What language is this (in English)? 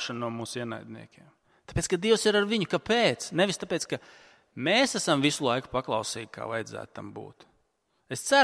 Latvian